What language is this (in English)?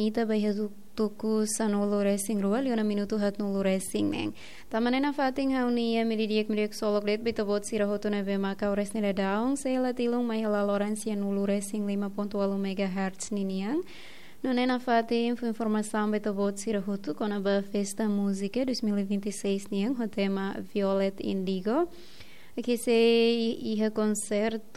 Tetum